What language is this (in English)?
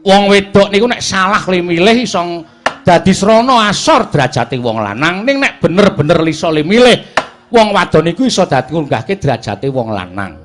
Javanese